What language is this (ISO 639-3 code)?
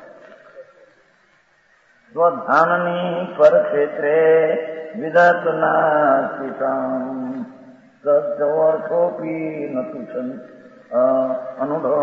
guj